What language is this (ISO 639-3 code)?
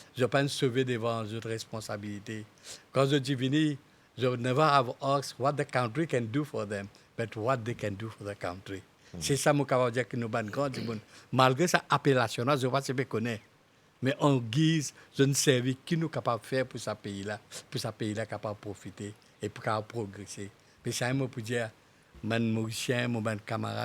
mfe